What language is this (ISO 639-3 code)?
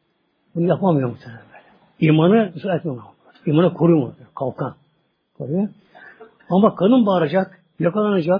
tur